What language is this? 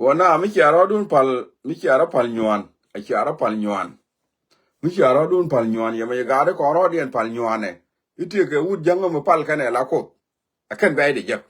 Nuer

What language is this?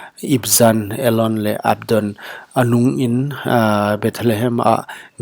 Paite Chin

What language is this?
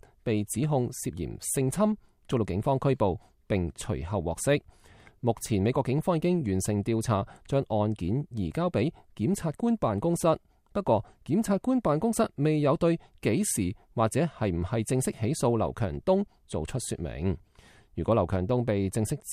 Cantonese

